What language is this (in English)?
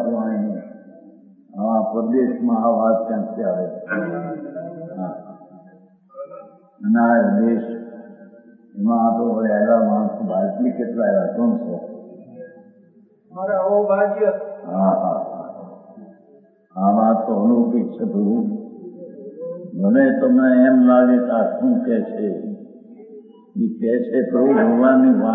Gujarati